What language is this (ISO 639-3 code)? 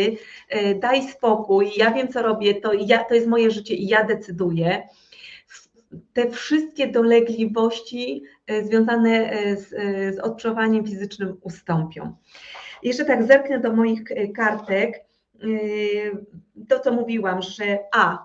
pol